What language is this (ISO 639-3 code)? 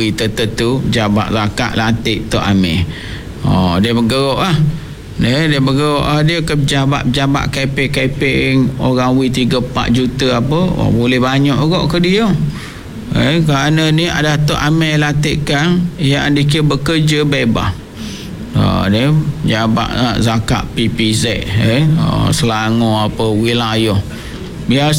msa